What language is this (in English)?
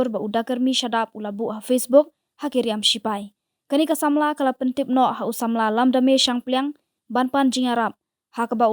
Khasi